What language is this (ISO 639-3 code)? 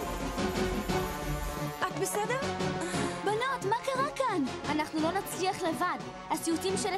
heb